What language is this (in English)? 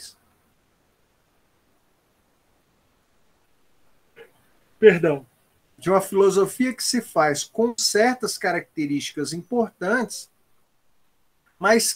Portuguese